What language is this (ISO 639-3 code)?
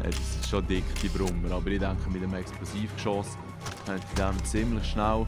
gsw